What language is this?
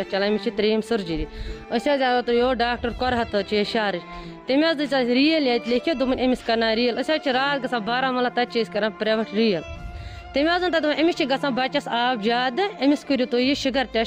Kashmiri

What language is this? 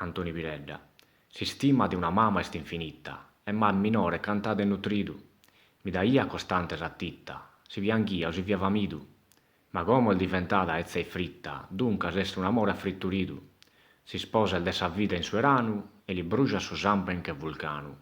Sardinian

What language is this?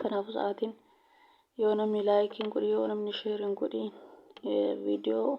Oromo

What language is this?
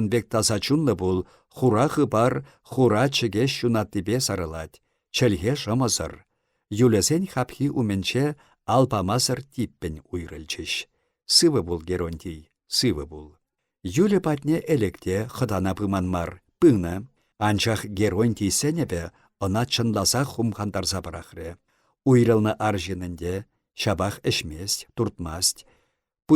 Chuvash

